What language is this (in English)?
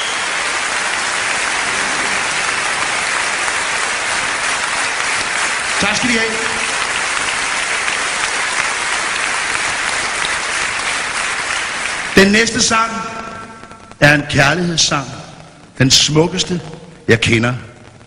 Danish